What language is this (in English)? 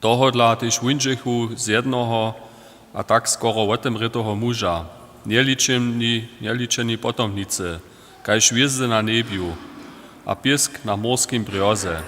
Upper Sorbian